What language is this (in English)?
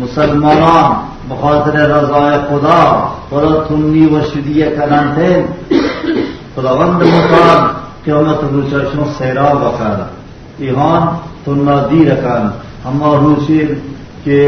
Baluchi